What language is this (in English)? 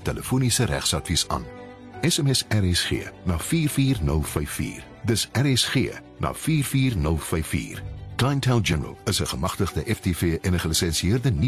Afrikaans